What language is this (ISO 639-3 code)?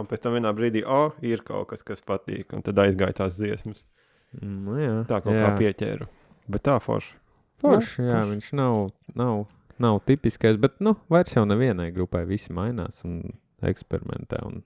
lav